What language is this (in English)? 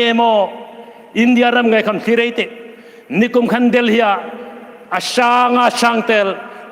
Hmar